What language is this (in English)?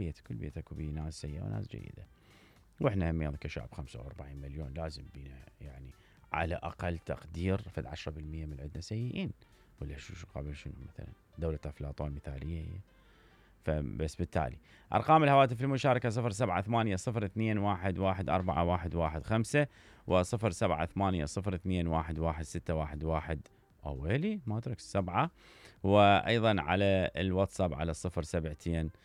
Mesopotamian Arabic